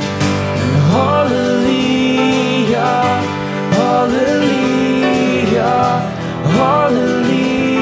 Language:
Afrikaans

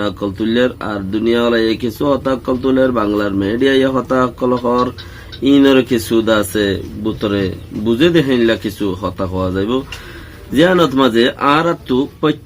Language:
Rohingya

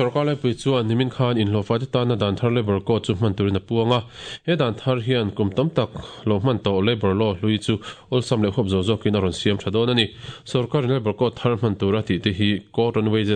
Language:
Mizo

